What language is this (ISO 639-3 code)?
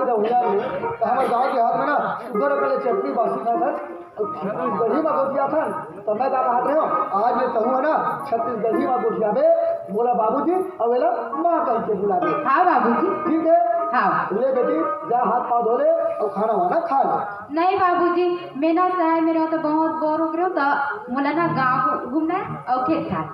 hne